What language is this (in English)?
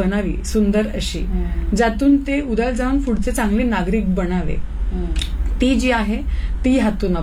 Marathi